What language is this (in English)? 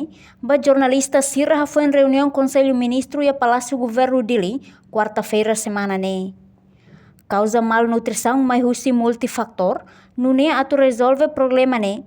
Tetum